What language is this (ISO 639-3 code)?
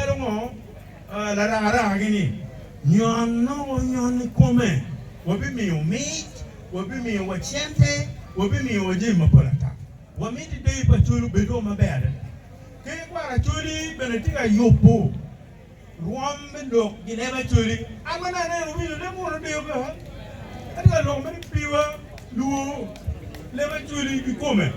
ach